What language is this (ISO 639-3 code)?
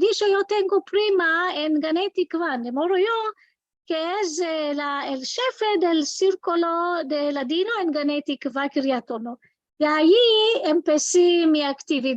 lad